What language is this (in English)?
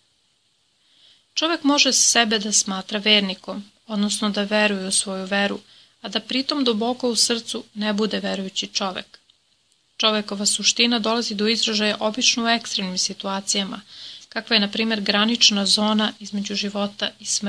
Serbian